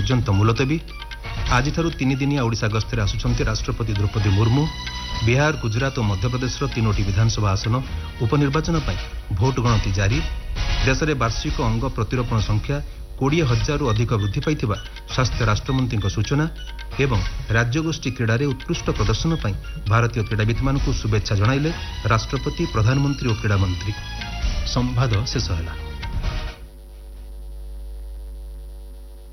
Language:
Odia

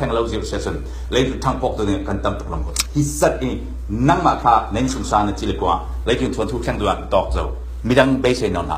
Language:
Falam Chin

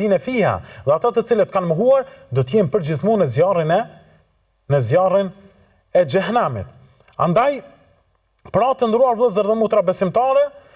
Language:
Albanian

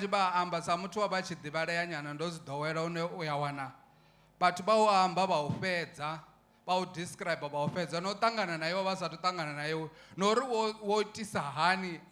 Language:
Venda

